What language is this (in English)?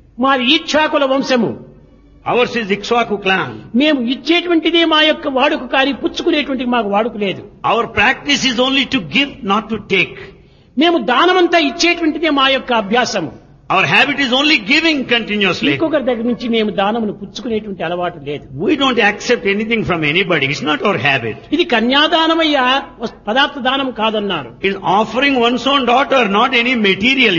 Telugu